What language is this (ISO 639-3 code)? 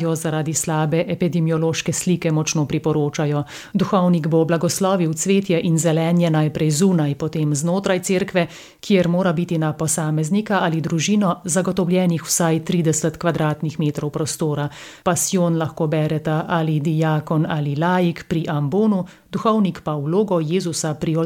slv